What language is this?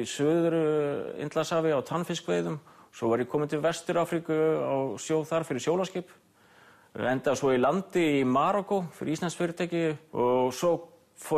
Icelandic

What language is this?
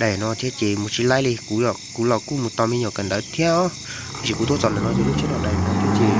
Hmong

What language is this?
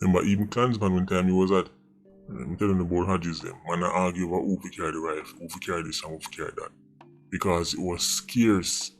Jamaican Creole English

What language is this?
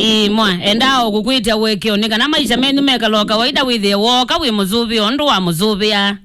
Kamba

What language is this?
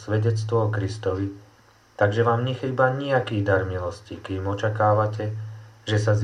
Slovak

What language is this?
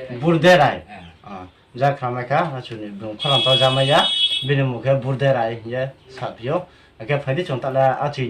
Riang (India)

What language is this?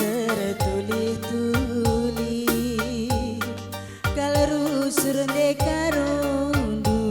Batak Karo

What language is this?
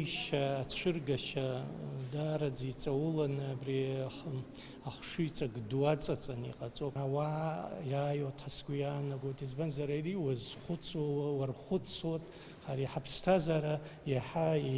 Abkhazian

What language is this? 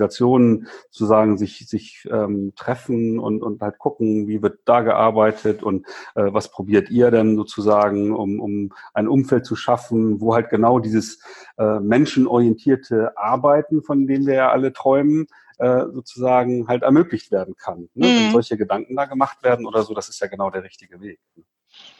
German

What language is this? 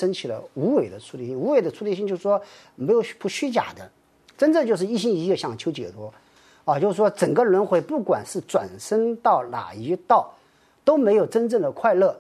Chinese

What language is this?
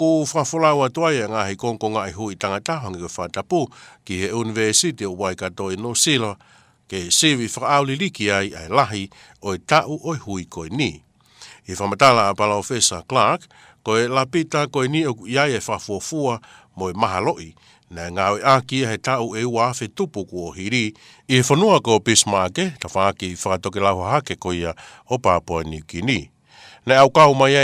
Tongan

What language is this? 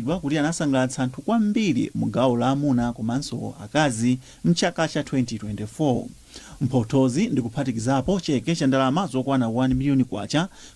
Nyanja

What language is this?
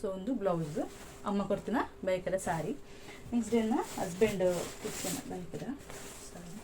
Tulu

